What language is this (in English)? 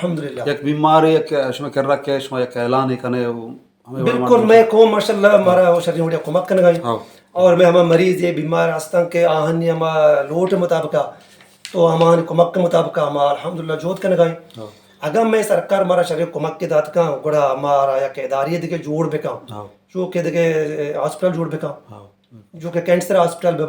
Baluchi